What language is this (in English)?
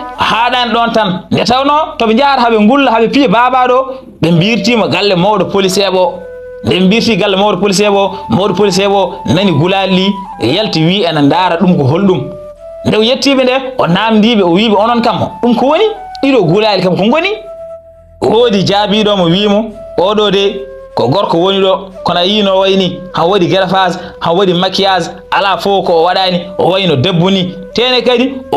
Fula